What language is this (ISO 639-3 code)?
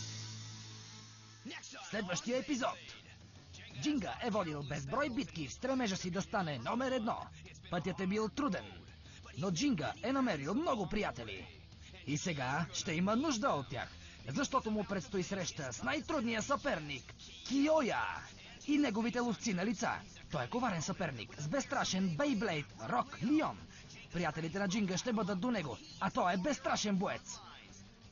bul